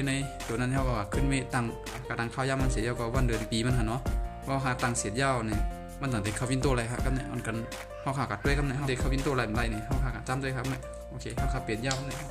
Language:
Shan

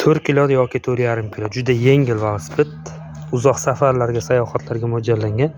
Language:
Uzbek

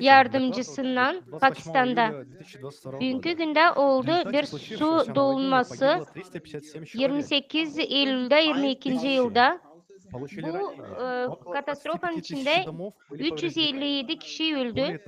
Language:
Gagauz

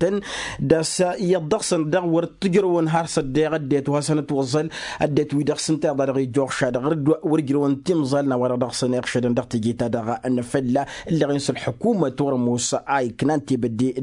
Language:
Tamasheq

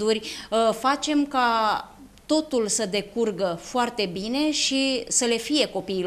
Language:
Romanian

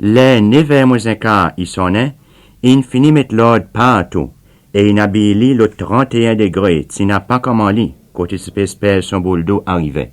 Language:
Seselwa Creole French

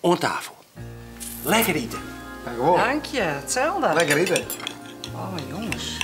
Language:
Western Frisian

